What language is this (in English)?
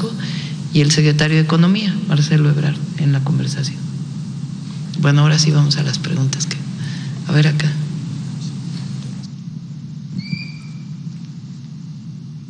Spanish